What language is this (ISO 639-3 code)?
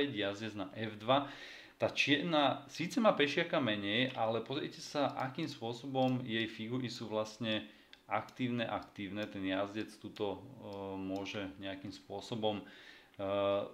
slk